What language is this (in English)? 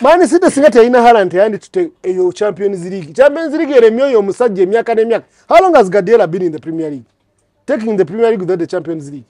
Ganda